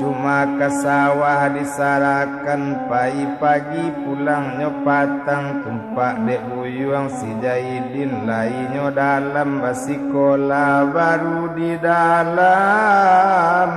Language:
Minangkabau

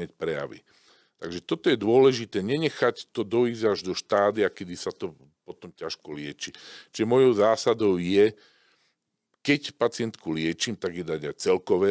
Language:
Slovak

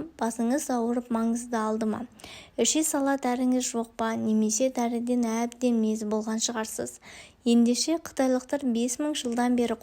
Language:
Kazakh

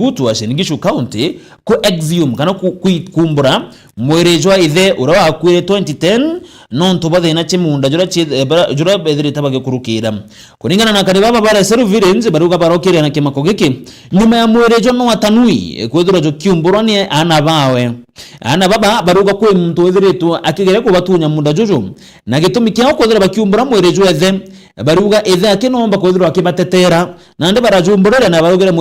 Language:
Meru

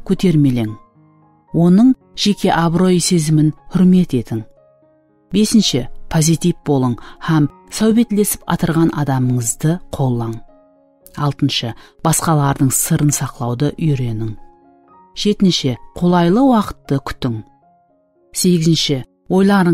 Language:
Kara-Kalpak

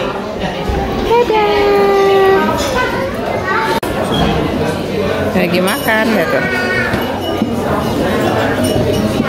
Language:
Indonesian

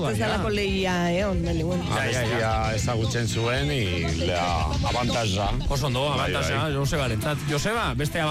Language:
Basque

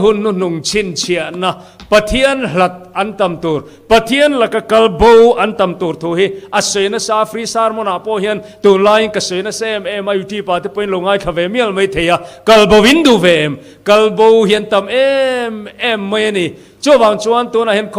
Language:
Mizo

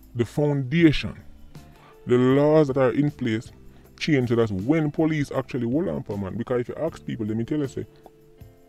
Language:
Jamaican Creole English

